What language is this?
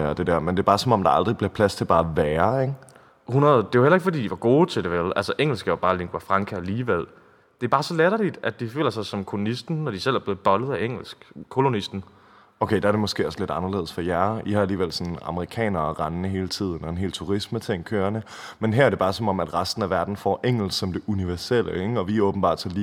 Danish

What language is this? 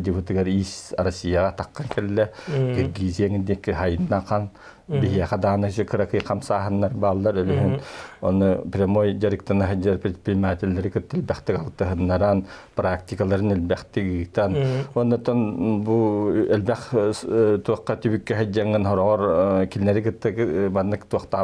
Yakut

